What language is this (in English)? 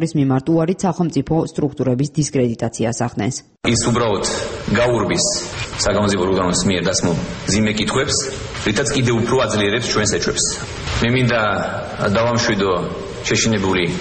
Georgian